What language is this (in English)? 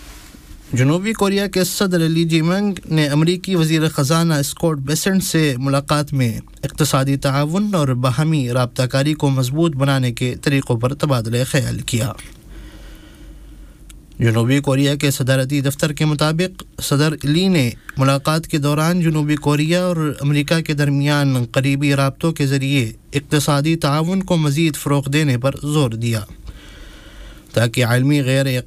Urdu